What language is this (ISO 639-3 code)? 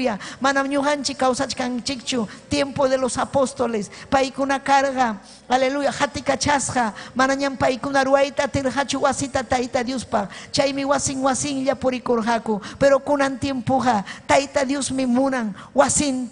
quy